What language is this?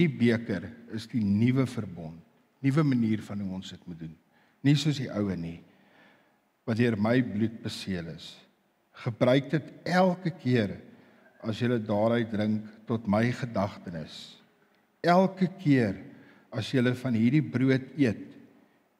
Afrikaans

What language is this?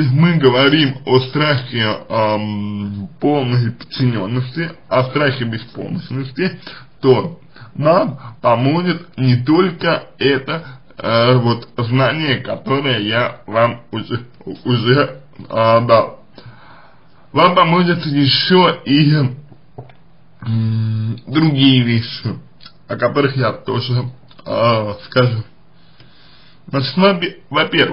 Russian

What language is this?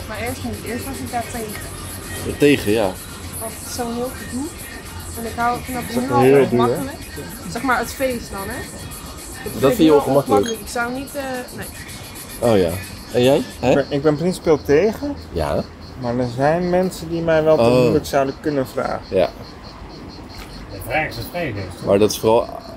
Dutch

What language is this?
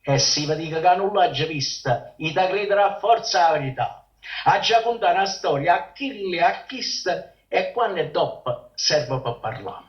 Neapolitan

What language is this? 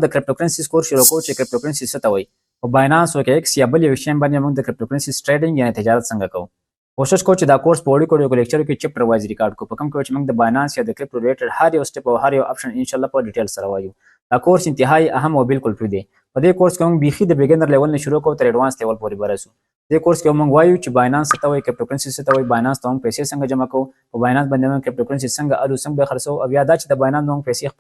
Pashto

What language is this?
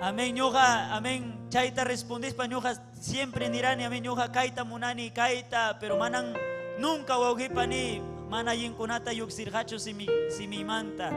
Ayacucho Quechua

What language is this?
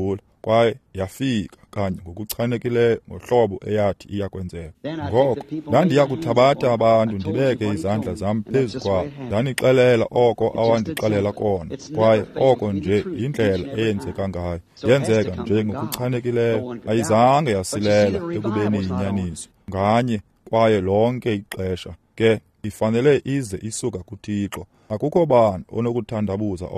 Xhosa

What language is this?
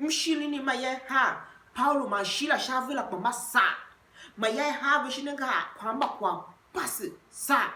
Tiv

